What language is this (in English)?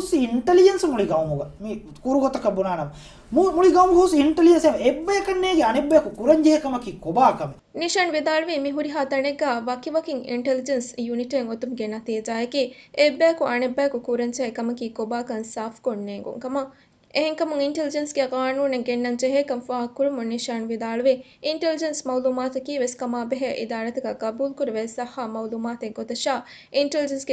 Divehi